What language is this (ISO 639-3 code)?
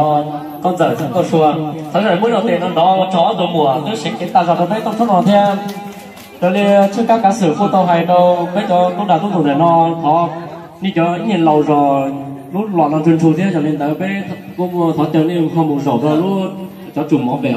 hmn